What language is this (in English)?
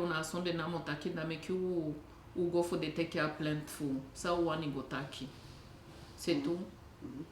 Eastern Maroon Creole